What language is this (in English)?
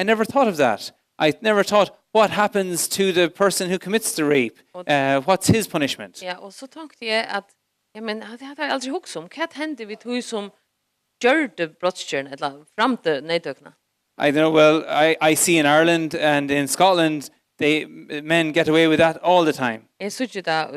Faroese